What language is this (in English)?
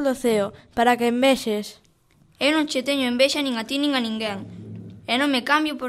Galician